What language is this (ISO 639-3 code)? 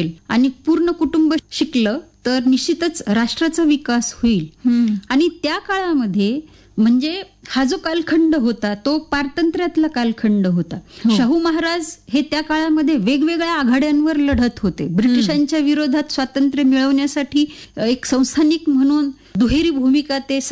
mar